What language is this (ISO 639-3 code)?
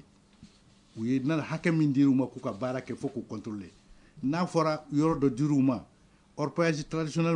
bam